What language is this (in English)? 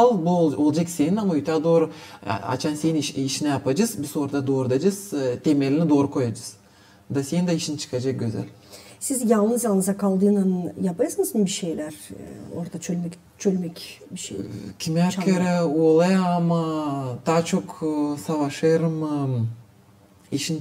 Gagauz